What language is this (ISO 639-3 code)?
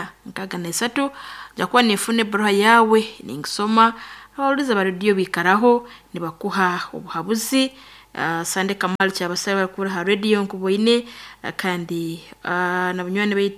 nyn